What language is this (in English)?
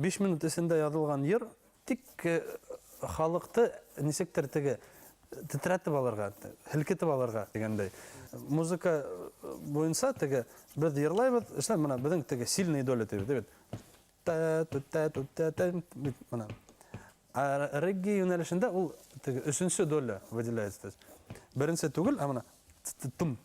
Bashkir